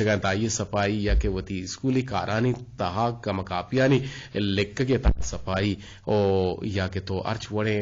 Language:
Eastern Balochi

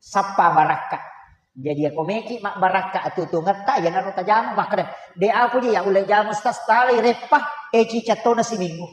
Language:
Buginese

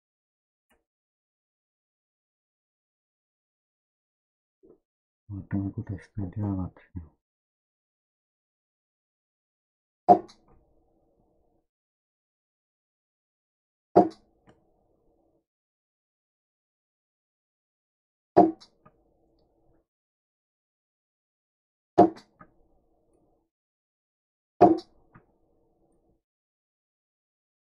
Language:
Estonian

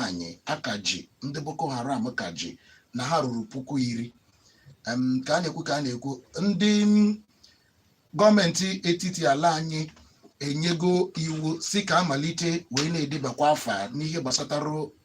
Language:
Igbo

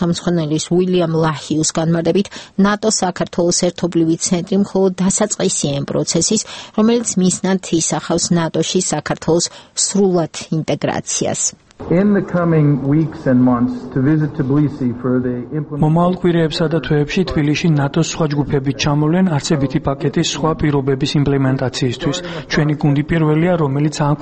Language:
Georgian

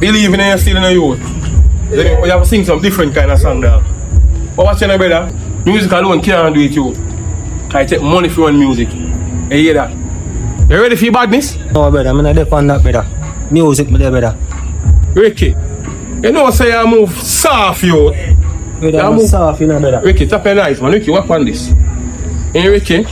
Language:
Jamaican Creole English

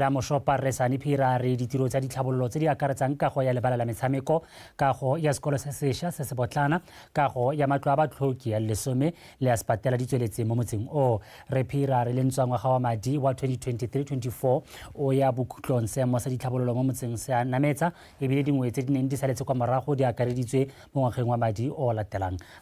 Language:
Tswana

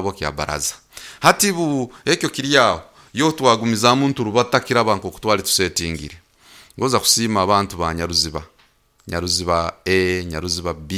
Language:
Nyoro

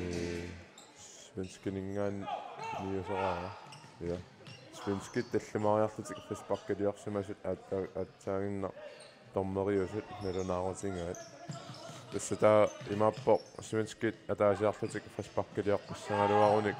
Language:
Kalaallisut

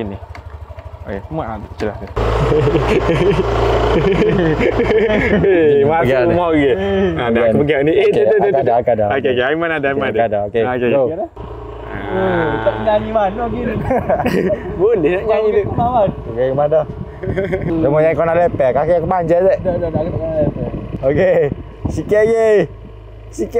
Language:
Malay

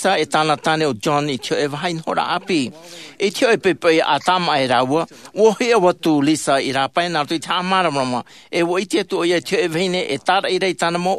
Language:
Tahitian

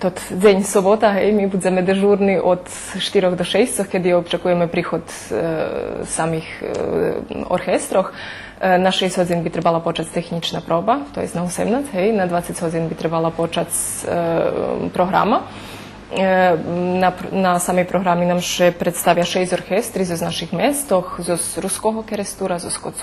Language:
Rusyn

